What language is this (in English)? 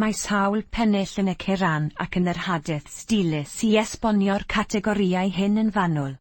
Welsh